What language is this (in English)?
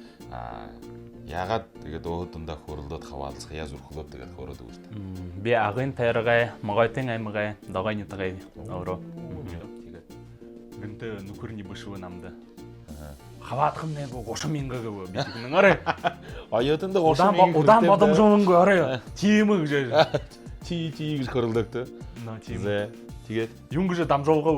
Buriat